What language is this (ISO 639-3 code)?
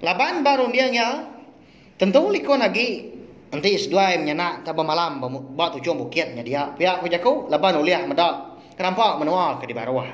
iba